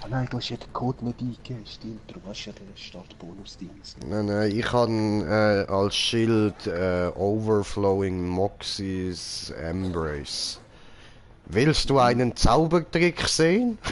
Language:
Swiss German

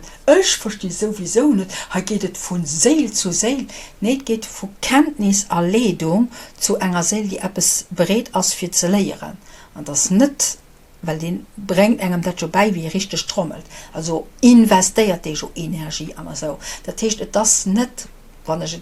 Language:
Luxembourgish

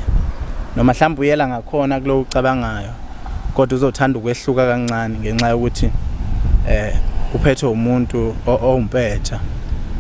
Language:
Zulu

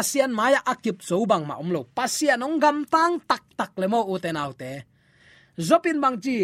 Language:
Tedim Chin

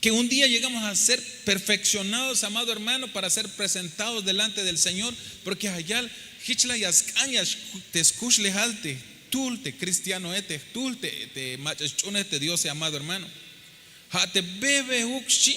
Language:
Tzeltal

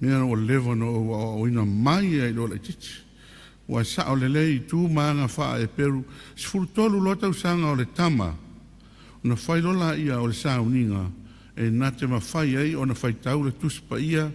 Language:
Samoan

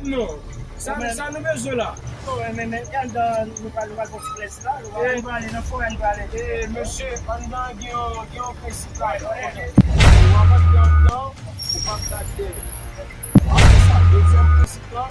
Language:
Haitian Creole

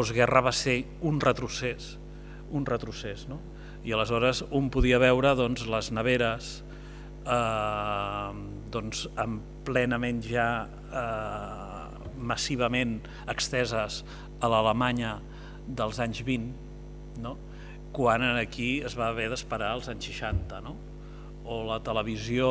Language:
Catalan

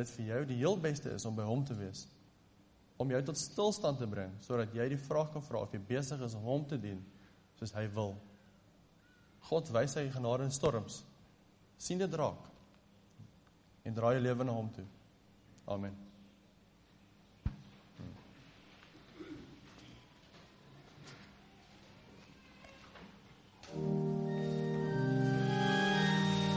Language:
Afrikaans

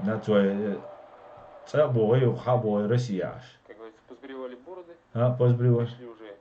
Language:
Chechen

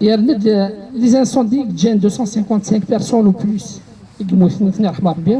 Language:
Kabyle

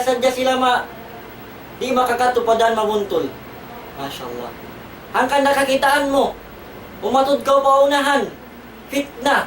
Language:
Tausug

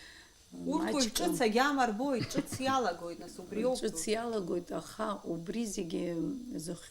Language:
Abkhazian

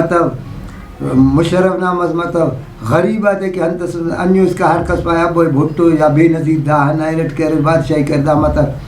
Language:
Brahui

